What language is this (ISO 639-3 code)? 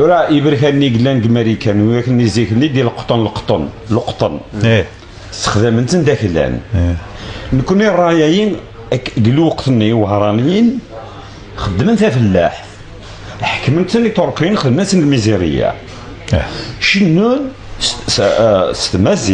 kab